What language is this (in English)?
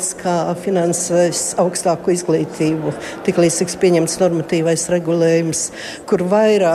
Latvian